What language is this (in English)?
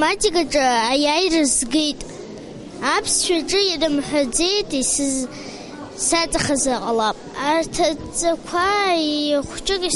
Abkhazian